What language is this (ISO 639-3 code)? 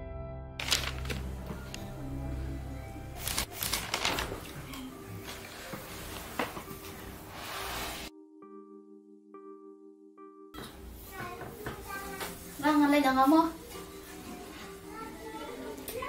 kha